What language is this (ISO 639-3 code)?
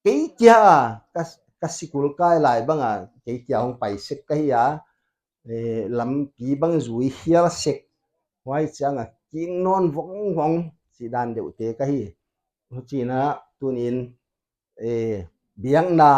pck